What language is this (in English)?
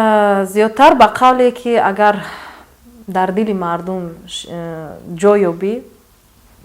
Tajik